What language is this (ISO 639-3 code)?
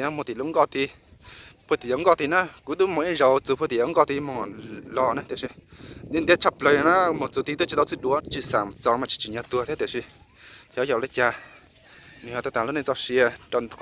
hmn